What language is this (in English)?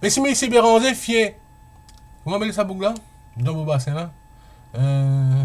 Morisyen